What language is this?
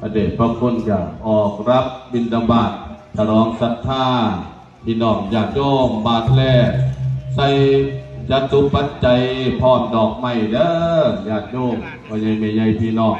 Northeastern Thai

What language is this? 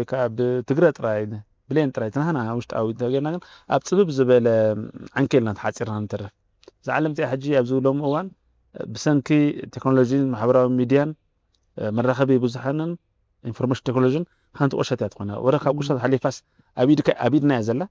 Tigrinya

